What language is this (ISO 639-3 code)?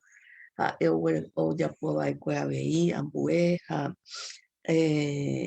grn